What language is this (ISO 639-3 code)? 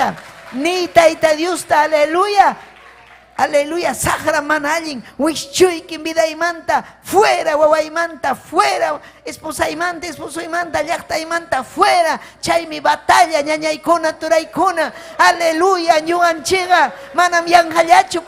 quy